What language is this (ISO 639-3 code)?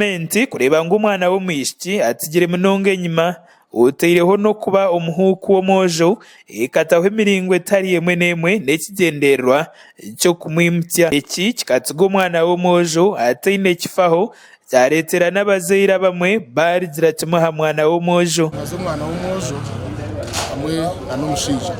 nyn